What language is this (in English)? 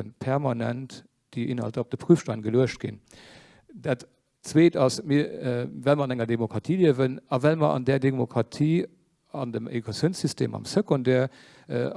Luxembourgish